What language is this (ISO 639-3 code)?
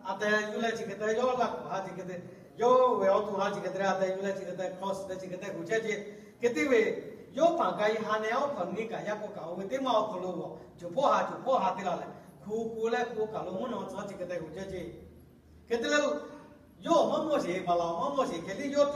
lhu